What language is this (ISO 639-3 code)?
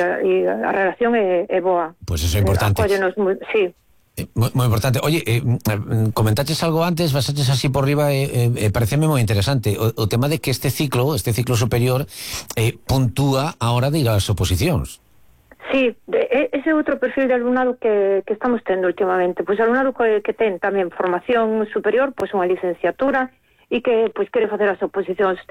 glg